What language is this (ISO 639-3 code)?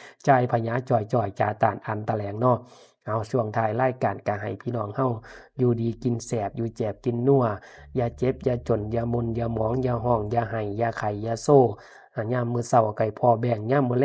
tts